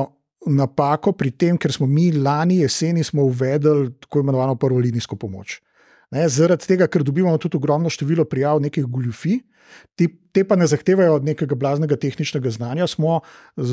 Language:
Slovenian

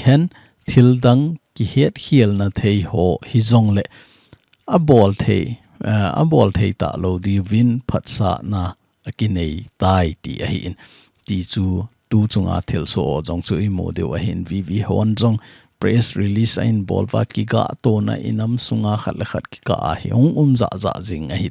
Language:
Thado Chin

